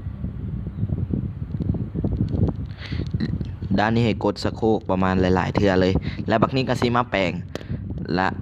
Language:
Lao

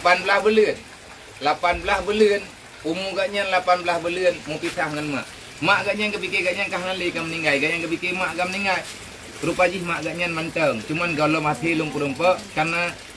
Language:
Achinese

